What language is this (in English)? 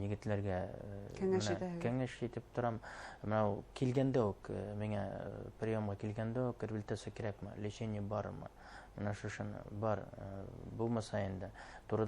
Bashkir